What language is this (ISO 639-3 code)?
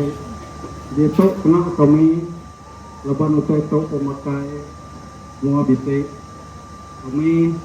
iba